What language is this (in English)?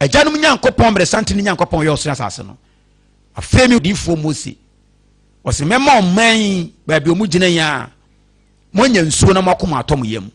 Akan